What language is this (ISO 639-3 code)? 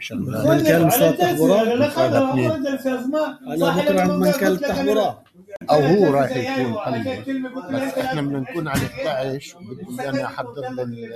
apc